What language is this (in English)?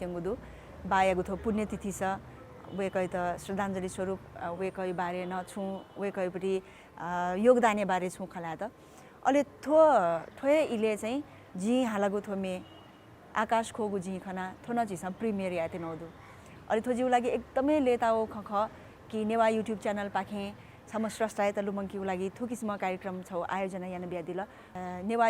Newari